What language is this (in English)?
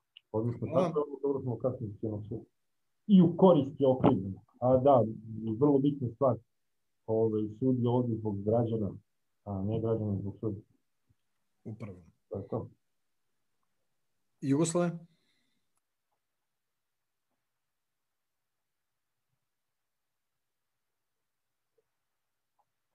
Serbian